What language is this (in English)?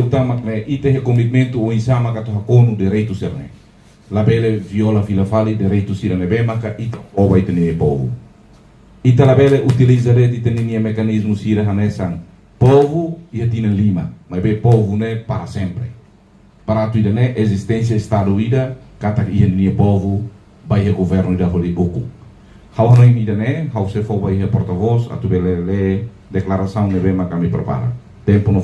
Tetum